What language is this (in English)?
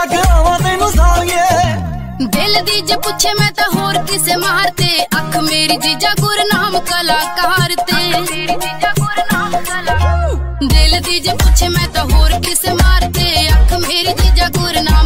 Punjabi